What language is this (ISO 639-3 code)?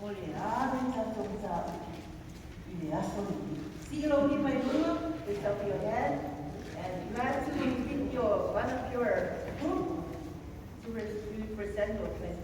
smo